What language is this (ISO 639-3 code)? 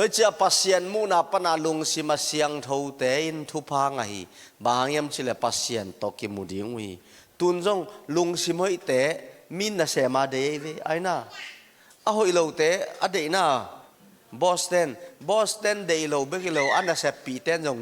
ctd